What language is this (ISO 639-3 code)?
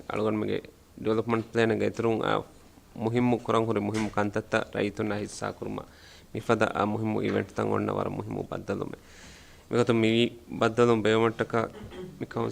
div